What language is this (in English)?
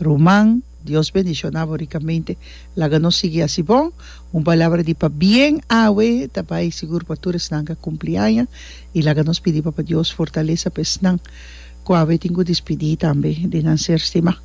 Papiamento